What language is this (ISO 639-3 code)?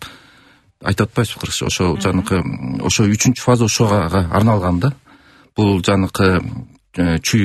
kir